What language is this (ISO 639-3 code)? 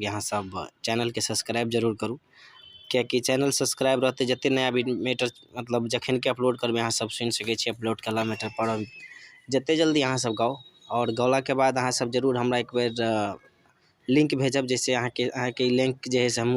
mai